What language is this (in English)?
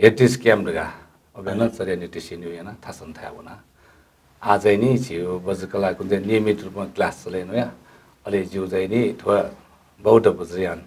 Newari